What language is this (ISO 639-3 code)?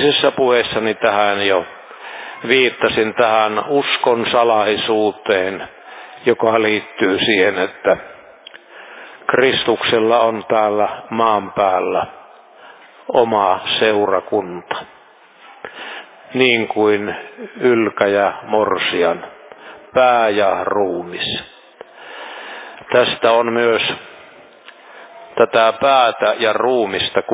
fin